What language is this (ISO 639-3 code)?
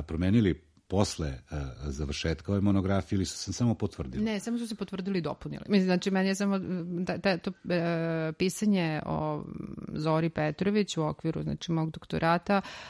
srp